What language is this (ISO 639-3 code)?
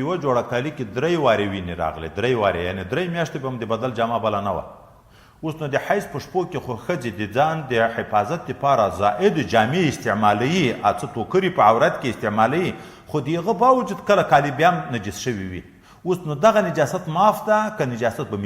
pus